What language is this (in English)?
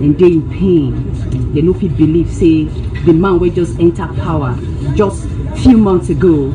Nigerian Pidgin